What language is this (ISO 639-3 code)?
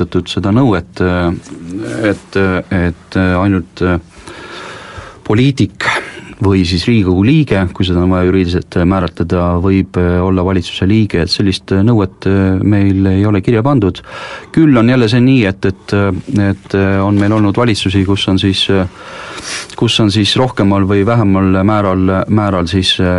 est